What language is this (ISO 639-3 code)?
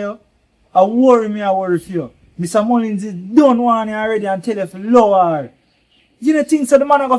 jam